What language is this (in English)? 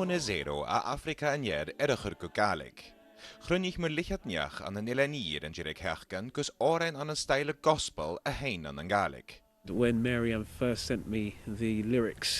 Scottish Gaelic